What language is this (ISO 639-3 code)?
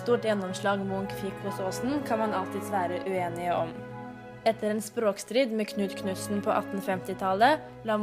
nor